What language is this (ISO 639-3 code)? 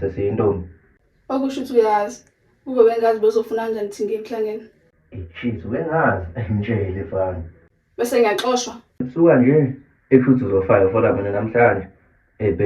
zul